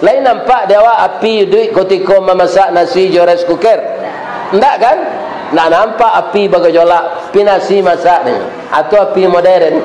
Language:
Minangkabau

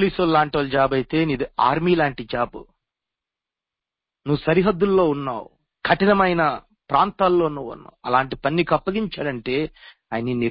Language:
Telugu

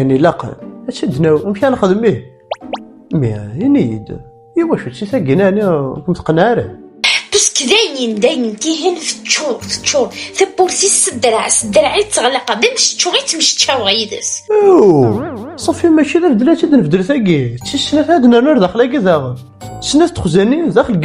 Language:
Kabyle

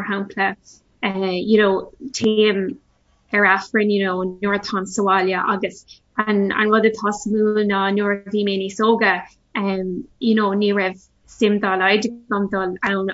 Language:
Irish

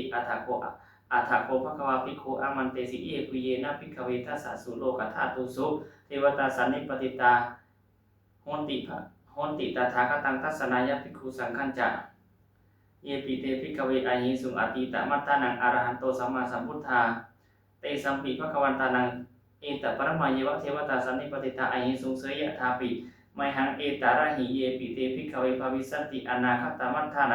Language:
Pali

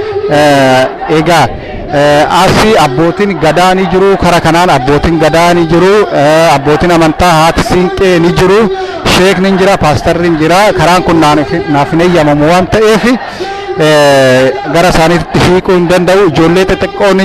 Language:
Oromo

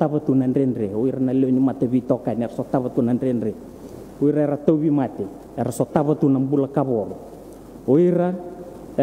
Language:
Fijian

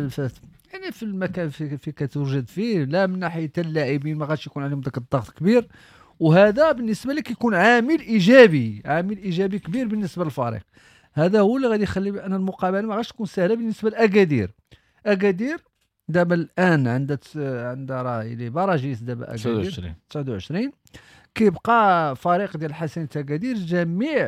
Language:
Moroccan Arabic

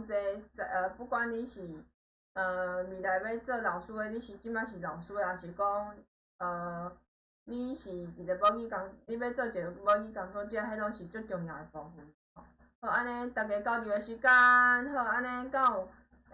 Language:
Min Nan Chinese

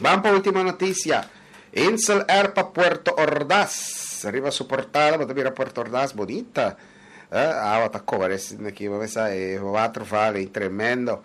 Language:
Papiamento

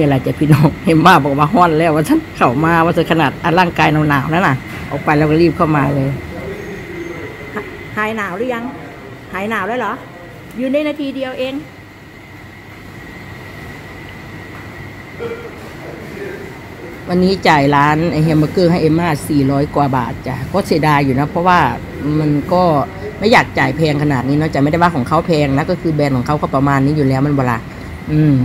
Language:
Thai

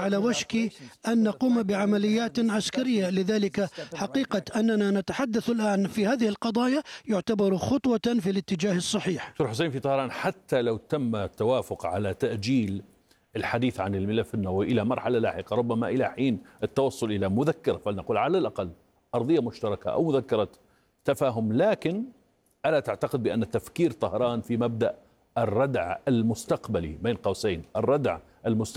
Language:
Arabic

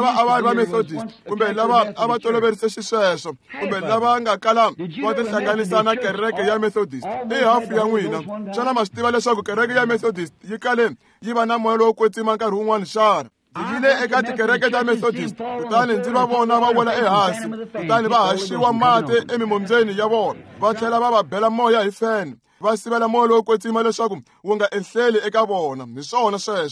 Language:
Tsonga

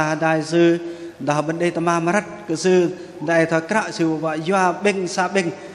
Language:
Bahnar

